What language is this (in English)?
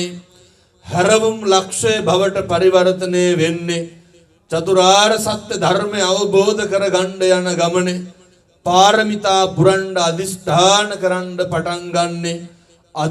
Sinhala